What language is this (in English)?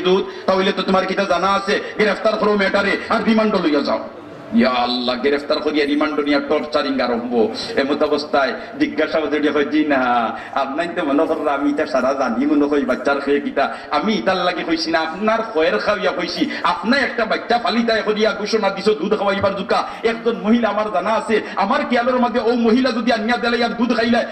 Sylheti